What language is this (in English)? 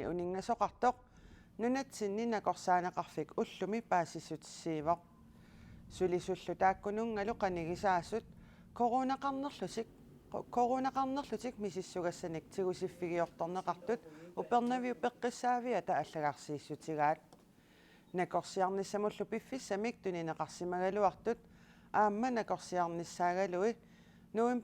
Kalaallisut